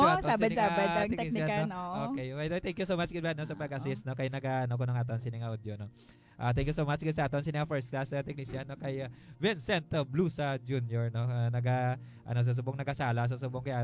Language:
Hiligaynon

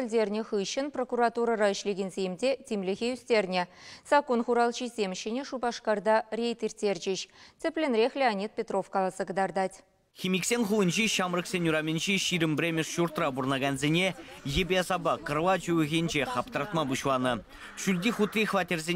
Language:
Chuvash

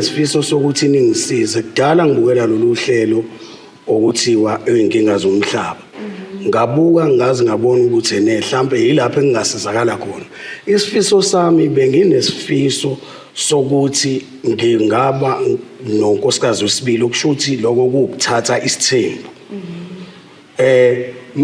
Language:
Zulu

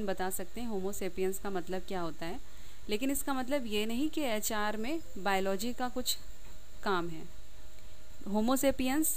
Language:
Hindi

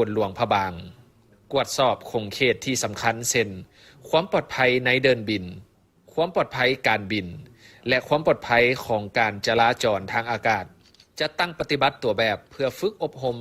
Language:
Lao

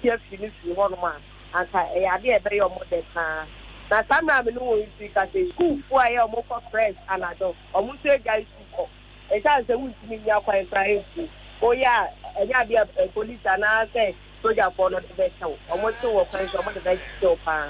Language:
Akan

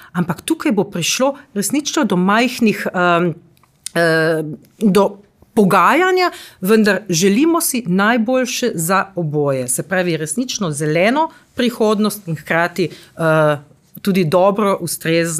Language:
Slovenian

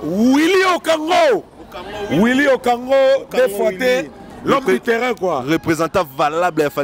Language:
Lingala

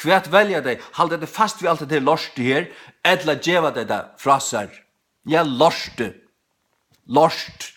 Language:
Faroese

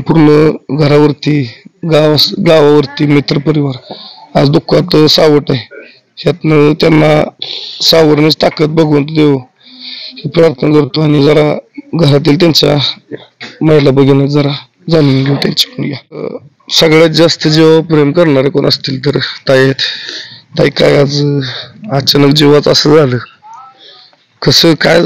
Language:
Marathi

